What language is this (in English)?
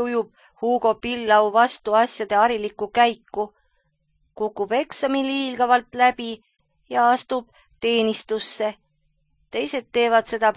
Estonian